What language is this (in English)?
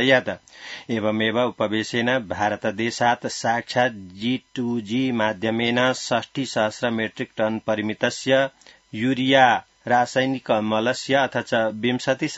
Sanskrit